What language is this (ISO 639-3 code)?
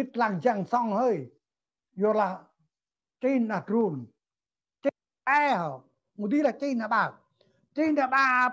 cmo